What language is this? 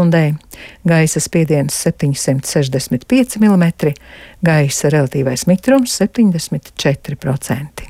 Latvian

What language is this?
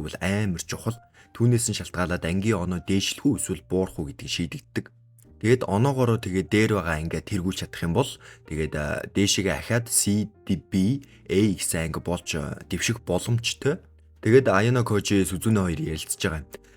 Mongolian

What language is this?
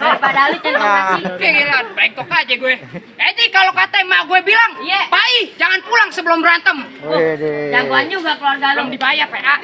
Betawi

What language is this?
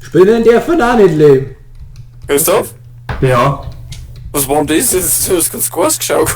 Bavarian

